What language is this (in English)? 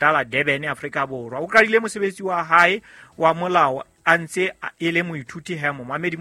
Southern Sotho